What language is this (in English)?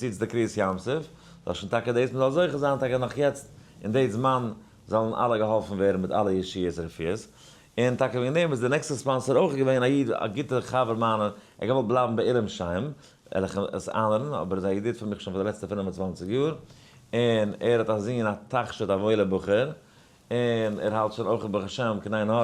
Yiddish